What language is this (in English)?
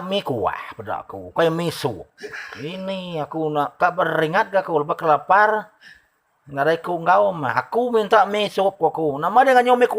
Iban